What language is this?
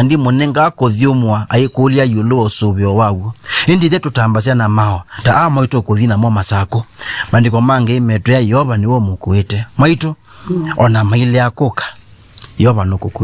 Kamba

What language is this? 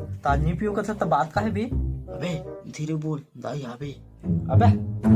Chhattisgarhi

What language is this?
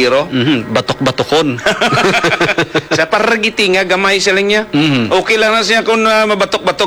Hiligaynon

